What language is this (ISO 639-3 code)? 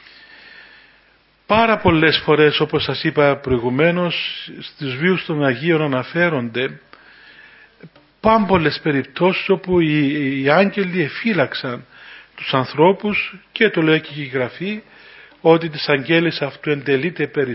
ell